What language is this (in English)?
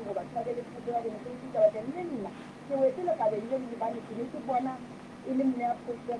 Southern Sotho